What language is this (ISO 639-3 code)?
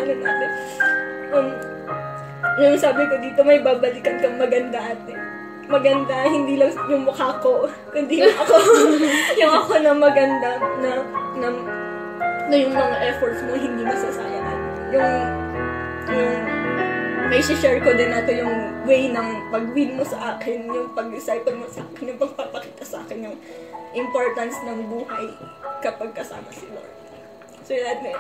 fil